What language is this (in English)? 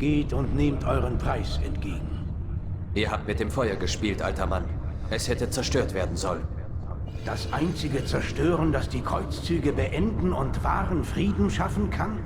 Bavarian